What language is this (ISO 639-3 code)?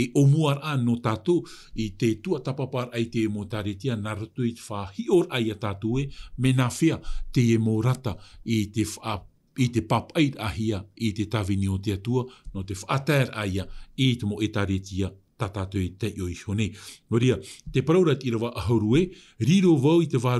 tah